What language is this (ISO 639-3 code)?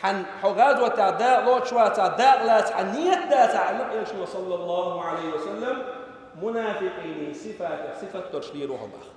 che